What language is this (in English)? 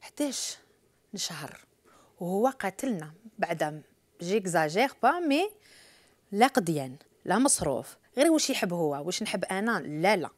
Algerian Arabic